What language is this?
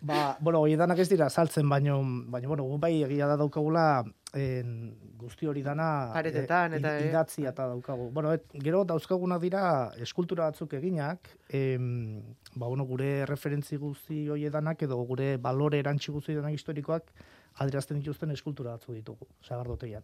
Basque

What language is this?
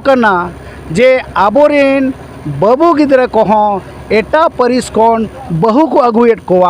Santali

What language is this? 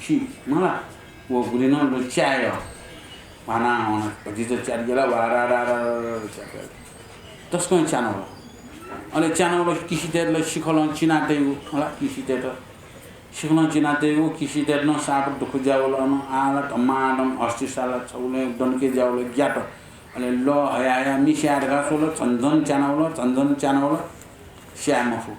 Newari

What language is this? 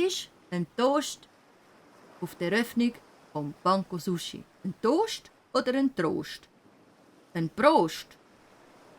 Swiss German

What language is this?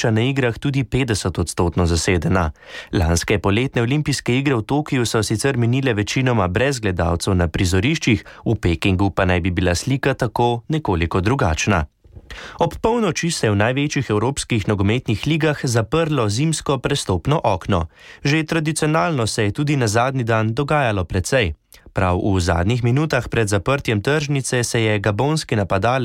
Slovenian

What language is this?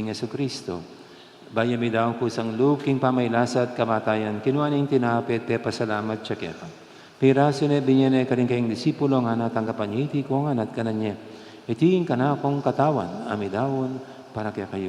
Pampanga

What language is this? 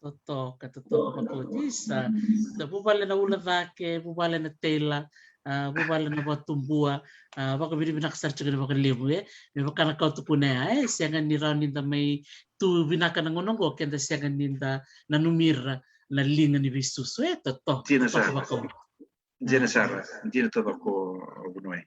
Fijian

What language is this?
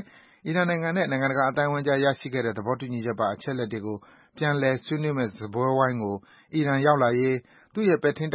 Burmese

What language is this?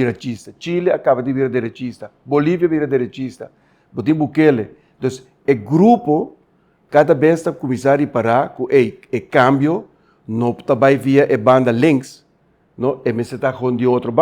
Papiamento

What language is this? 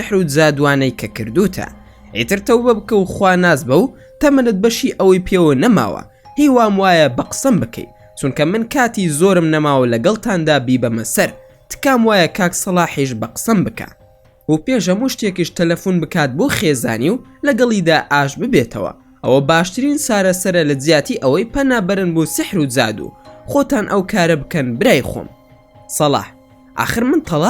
Central Kurdish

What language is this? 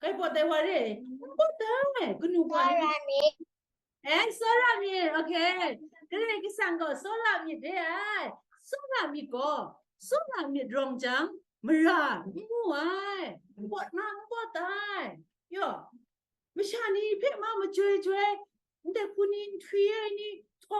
Kachin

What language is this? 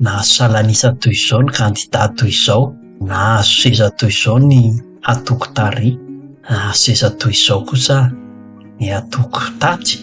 Malagasy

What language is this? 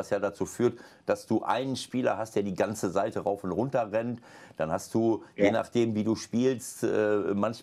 German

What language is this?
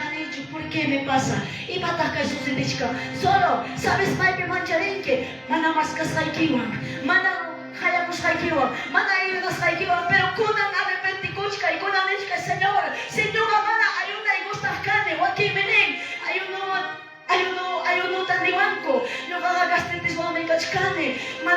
Quechua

